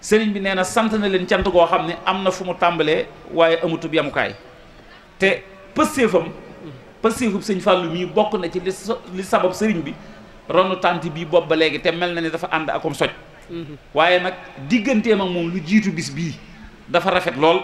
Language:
Wolof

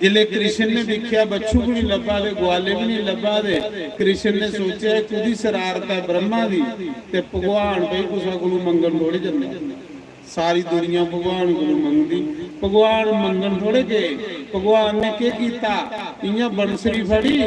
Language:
Dogri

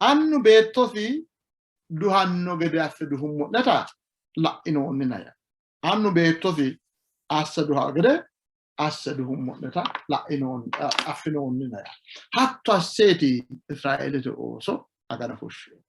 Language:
Sidamo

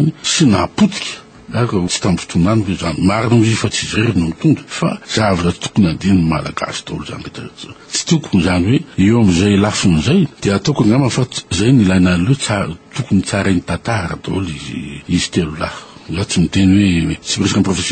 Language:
Malagasy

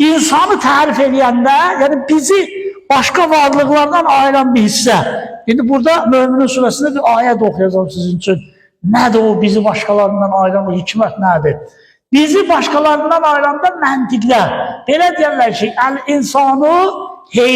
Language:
Azerbaijani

